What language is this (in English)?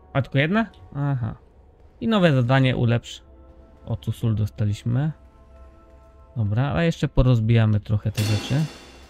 Polish